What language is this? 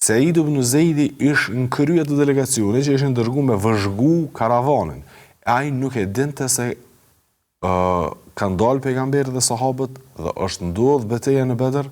Albanian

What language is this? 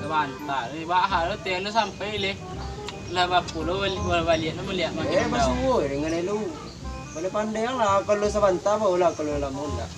Minangkabau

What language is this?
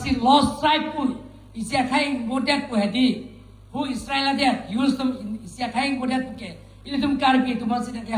Karbi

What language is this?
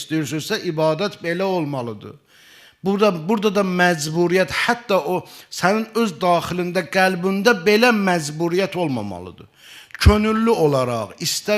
Azerbaijani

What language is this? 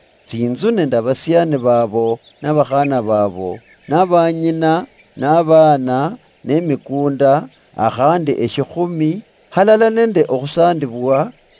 Luyia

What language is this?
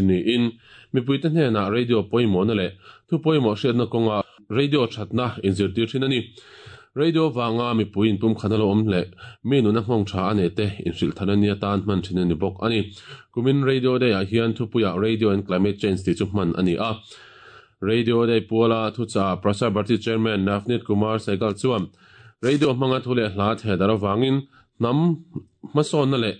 Mizo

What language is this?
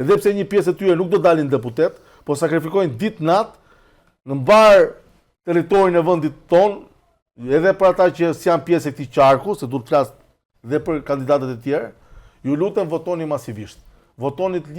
Albanian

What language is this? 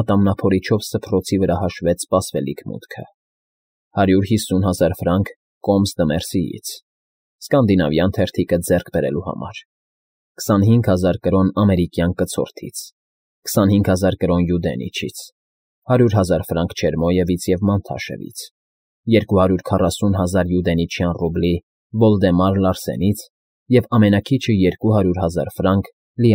Armenian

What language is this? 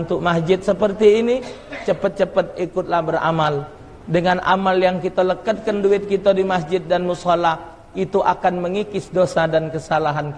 Musi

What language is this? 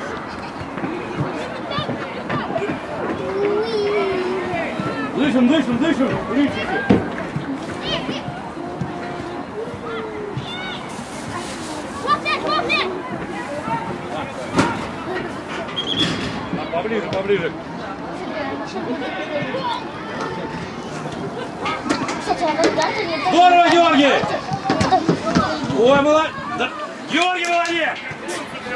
Russian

